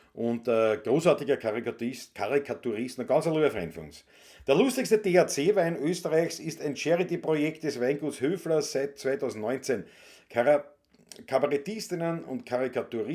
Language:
Bavarian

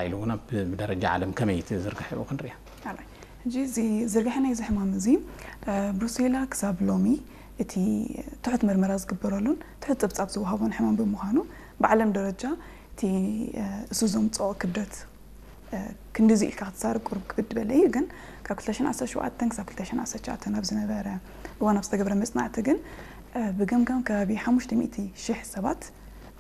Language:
Tigrinya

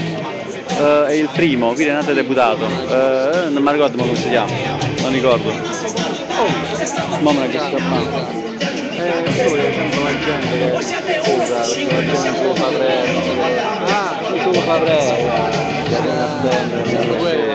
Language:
Italian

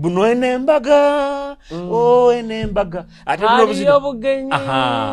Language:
Nyoro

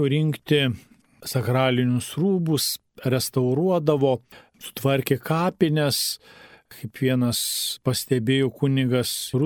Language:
Lithuanian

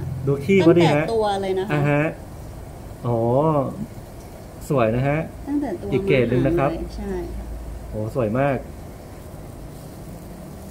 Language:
Thai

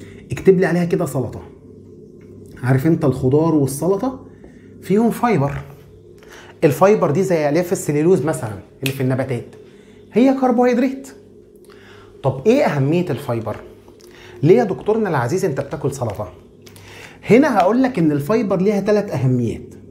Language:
Egyptian Arabic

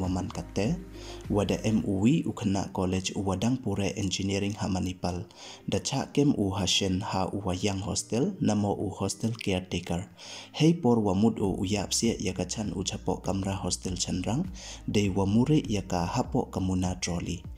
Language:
Pnar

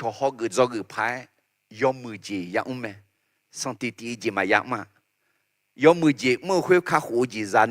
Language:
Akha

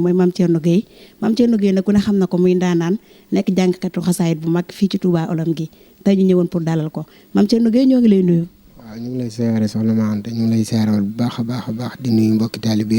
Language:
Wolof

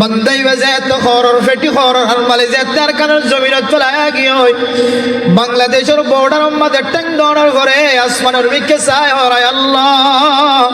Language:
Rohingya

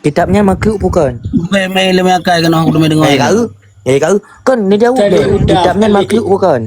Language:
Achinese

